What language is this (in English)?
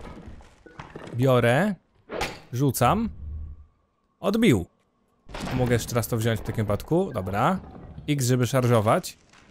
Polish